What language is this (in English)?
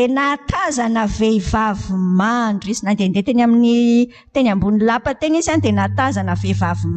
Malagasy